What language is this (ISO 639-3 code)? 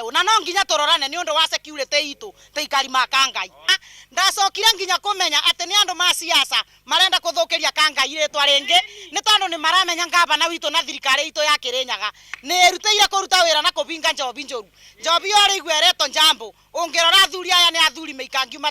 kik